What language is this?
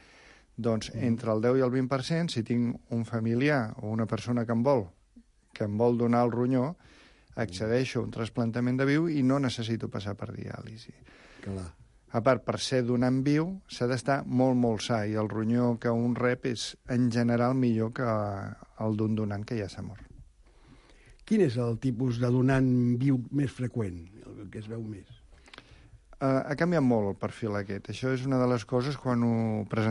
Catalan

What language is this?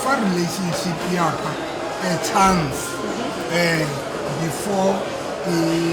Southern Sotho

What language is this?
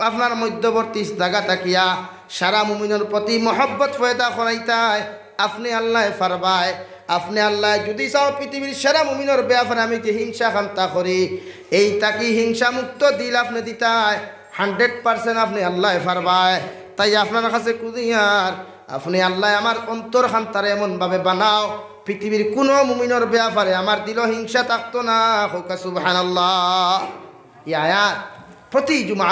Sylheti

